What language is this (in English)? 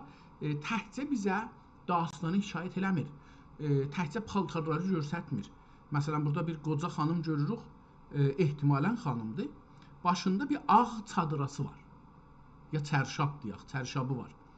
South Azerbaijani